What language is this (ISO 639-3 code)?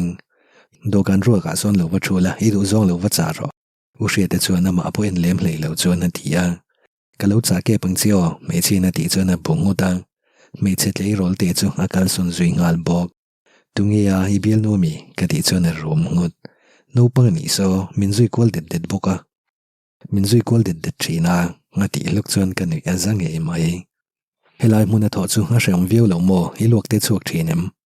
lus